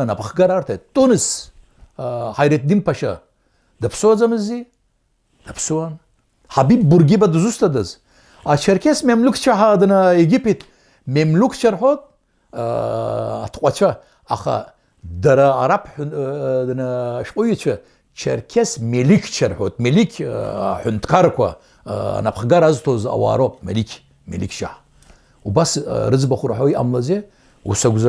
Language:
Abkhazian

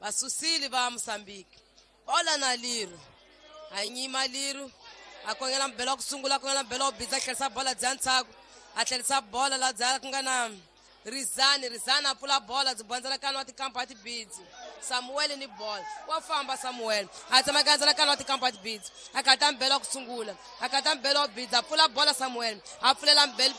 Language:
Tsonga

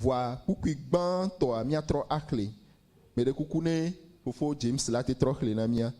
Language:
Ewe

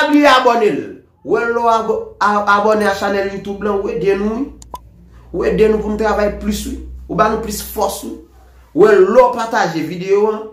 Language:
Haitian Creole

